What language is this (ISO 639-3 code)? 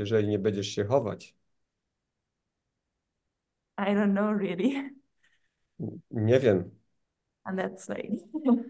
pol